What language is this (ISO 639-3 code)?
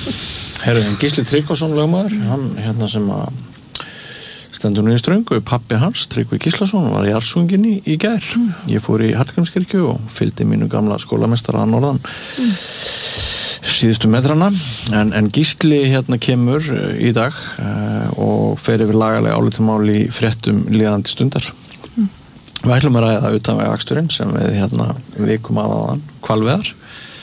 isl